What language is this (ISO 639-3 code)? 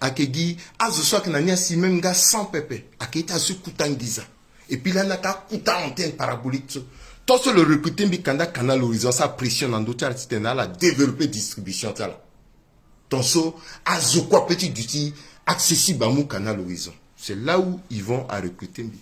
sag